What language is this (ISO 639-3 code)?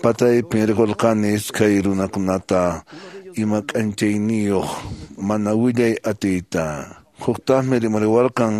que